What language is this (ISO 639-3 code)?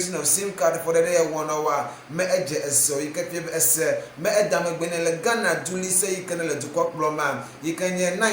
ewe